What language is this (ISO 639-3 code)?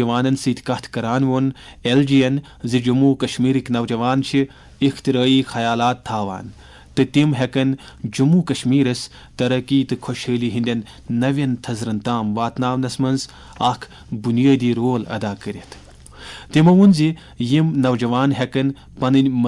kas